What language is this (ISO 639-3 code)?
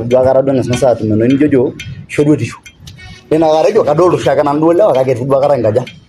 mas